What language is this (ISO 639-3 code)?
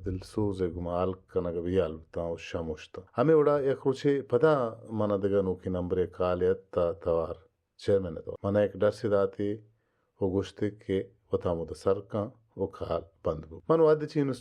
bal